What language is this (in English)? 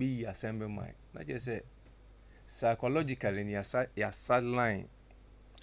Akan